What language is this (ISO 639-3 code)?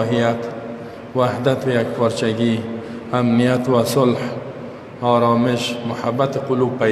fas